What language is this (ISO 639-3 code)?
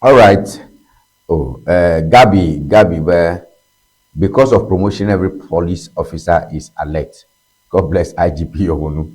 ewe